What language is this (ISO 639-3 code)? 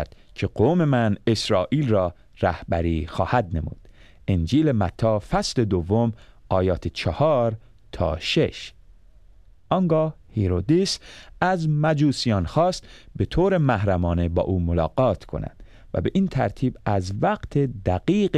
fas